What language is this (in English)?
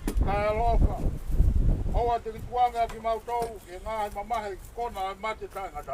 Tongan